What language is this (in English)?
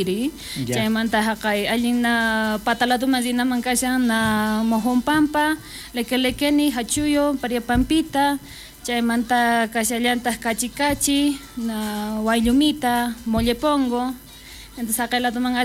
South Bolivian Quechua